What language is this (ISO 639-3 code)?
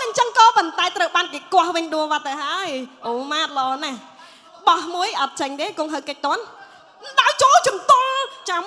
khm